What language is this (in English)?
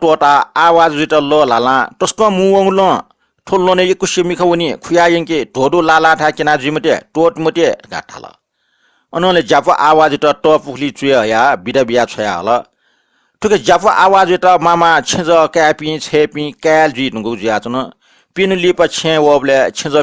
Newari